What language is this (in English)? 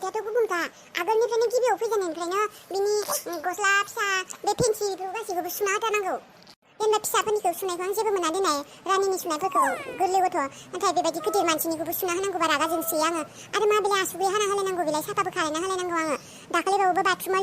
Bodo